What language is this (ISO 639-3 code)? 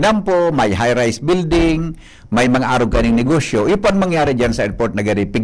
bik